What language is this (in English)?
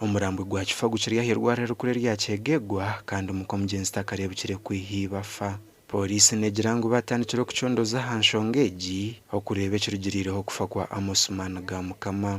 Nyankole